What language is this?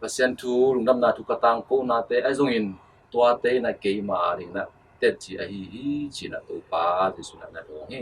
Tedim Chin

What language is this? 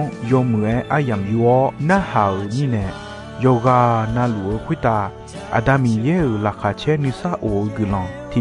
Akha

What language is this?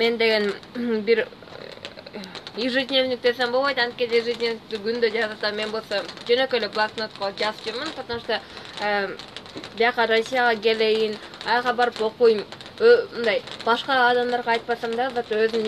Kyrgyz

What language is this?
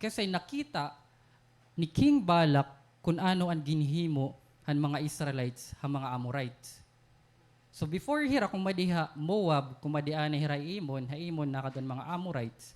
Waray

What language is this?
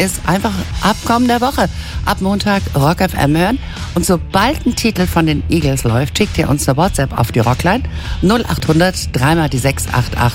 German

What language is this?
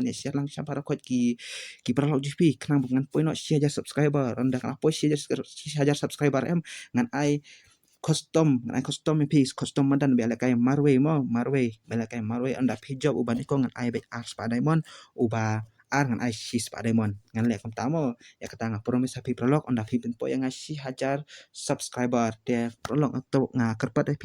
Khasi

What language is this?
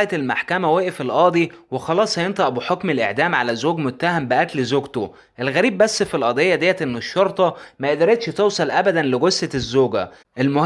Egyptian Arabic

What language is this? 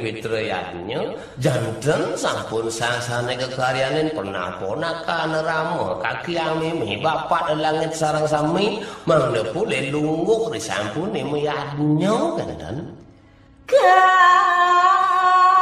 Balinese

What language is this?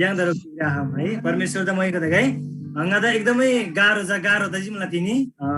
Eastern Tamang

